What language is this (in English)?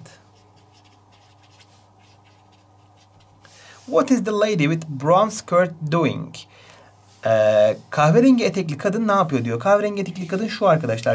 Turkish